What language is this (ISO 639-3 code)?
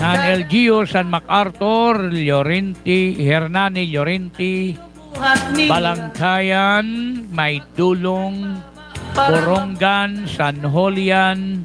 war